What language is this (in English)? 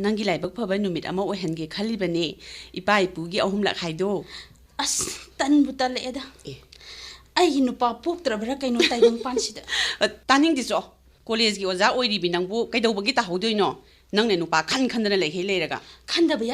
Manipuri